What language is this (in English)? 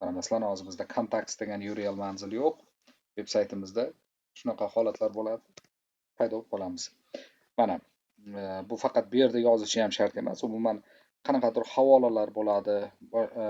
Uzbek